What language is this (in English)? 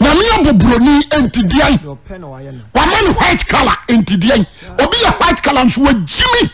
Akan